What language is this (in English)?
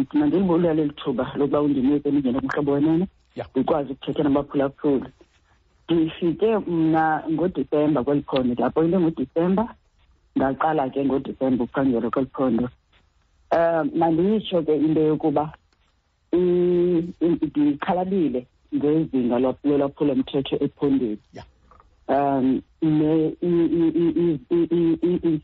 Xhosa